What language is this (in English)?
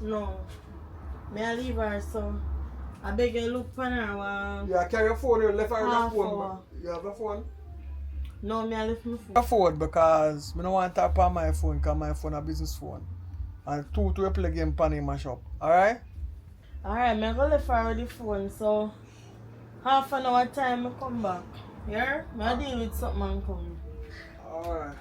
Jamaican Creole English